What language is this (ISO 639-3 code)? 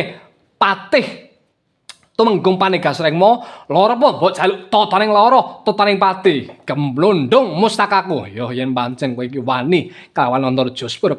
jav